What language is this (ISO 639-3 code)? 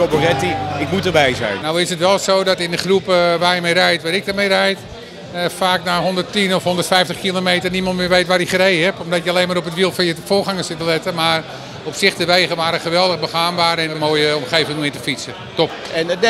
nld